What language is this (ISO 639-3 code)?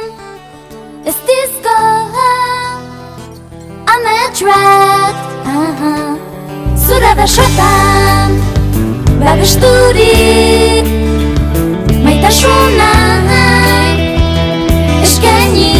eus